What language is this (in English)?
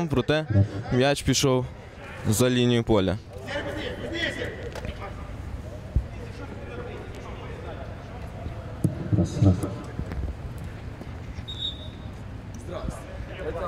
Ukrainian